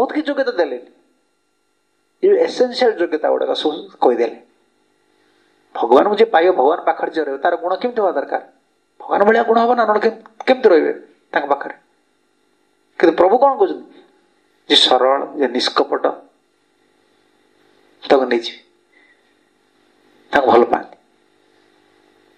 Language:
Odia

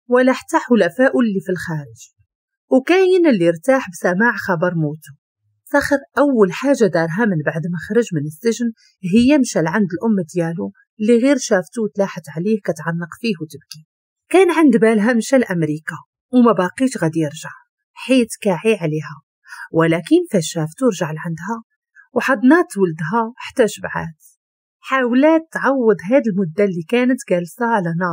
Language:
Moroccan Arabic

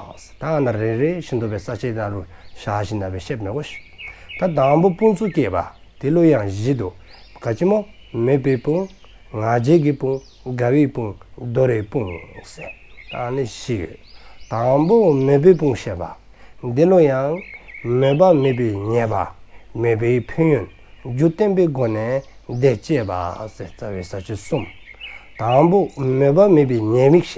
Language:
Dzongkha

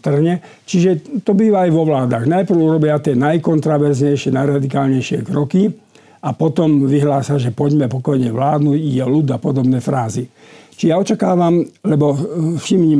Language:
Slovak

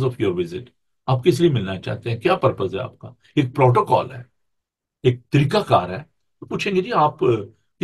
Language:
Urdu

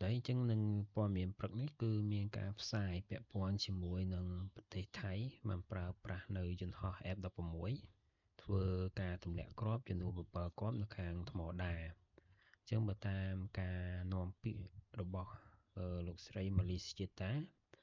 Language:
Khmer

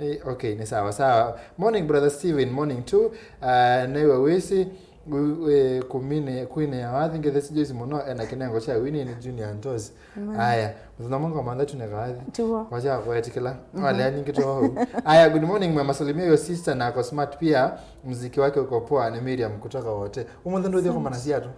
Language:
Kamba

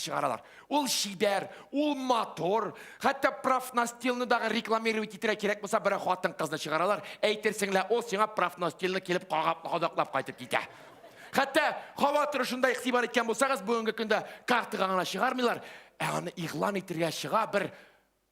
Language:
Tatar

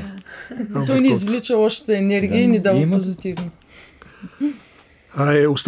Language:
Bulgarian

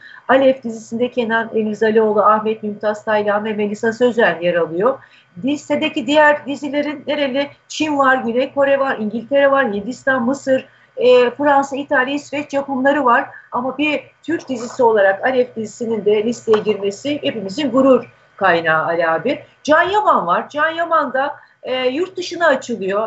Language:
Turkish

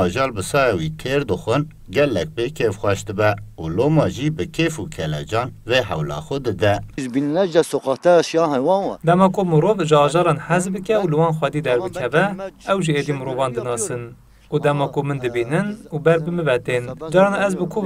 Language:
Kurdish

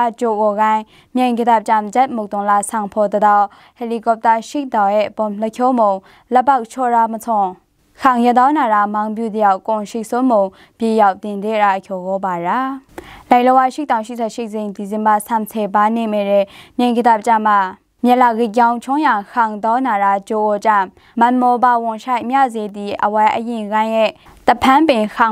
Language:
Maru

